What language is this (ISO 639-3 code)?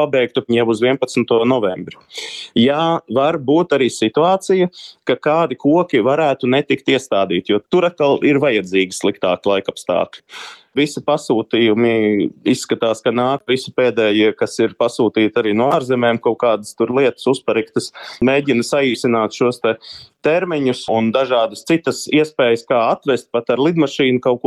lav